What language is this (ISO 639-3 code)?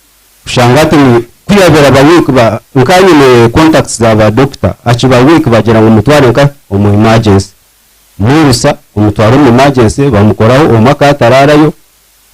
nyn